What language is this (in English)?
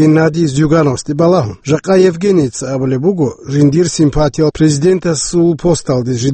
Avaric